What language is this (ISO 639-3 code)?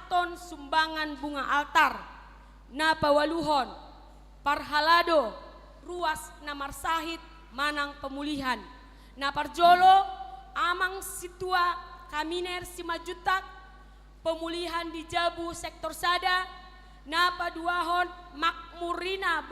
bbc